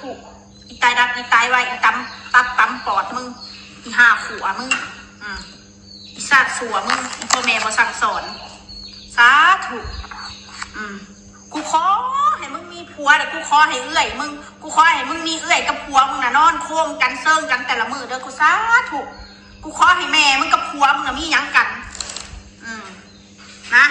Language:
Northeastern Thai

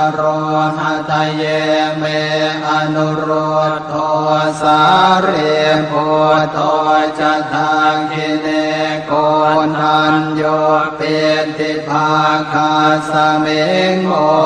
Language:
Pali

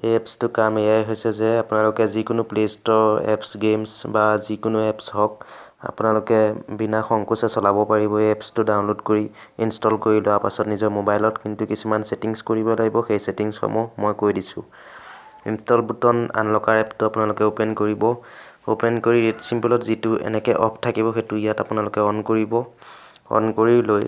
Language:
Assamese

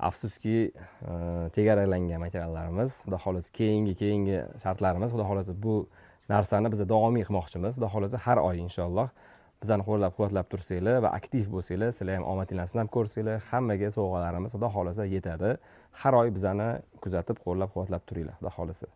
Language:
Uzbek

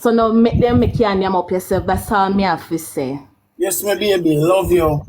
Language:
Jamaican Creole English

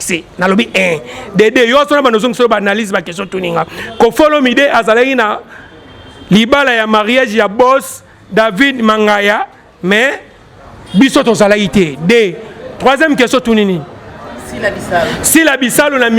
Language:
Lingala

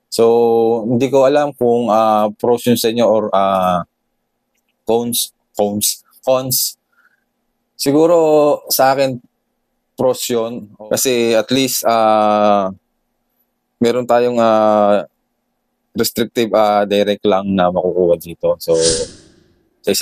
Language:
Filipino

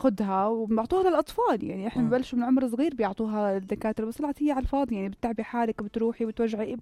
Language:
North Levantine Arabic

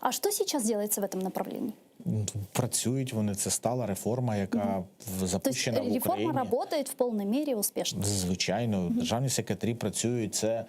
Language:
Crimean Tatar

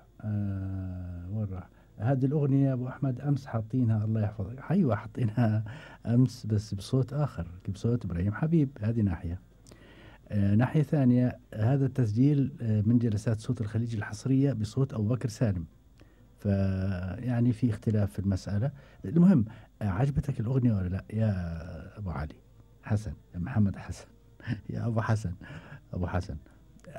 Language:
Gulf Arabic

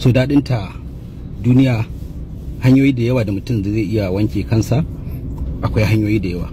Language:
Hausa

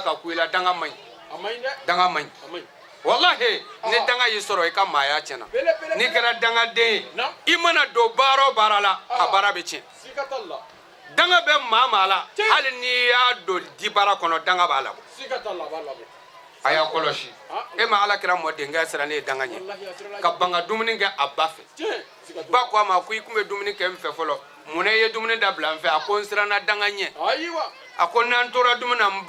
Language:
Bambara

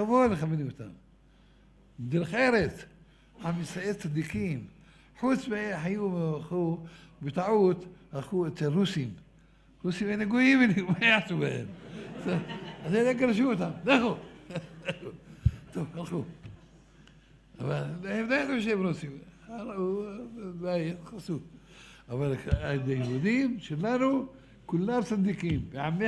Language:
Hebrew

